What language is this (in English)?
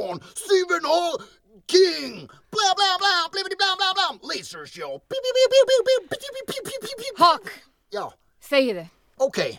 Icelandic